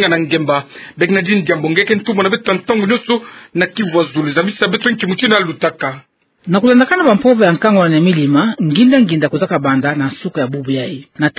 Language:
Kituba (Democratic Republic of Congo)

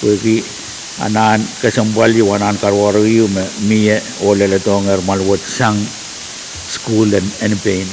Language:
Pohnpeian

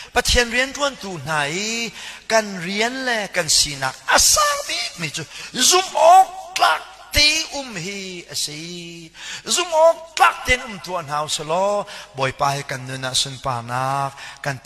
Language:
Hakha Chin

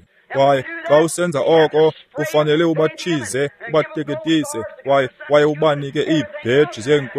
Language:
Xhosa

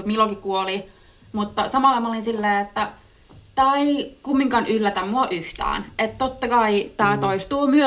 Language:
Finnish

